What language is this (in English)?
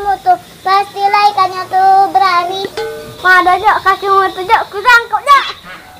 Musi